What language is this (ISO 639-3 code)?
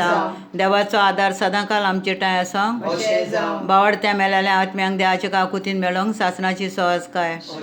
kok